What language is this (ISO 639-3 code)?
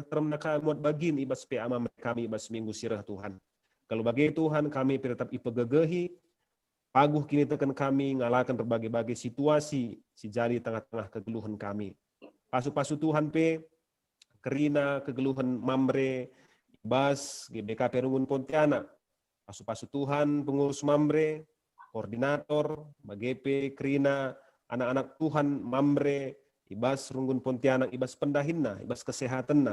btx